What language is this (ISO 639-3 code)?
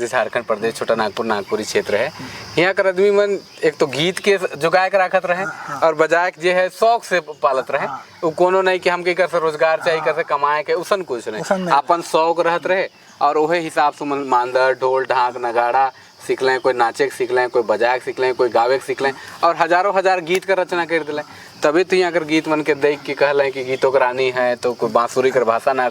sck